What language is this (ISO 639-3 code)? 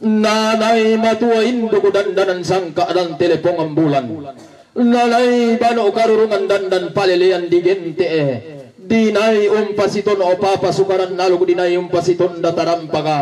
sda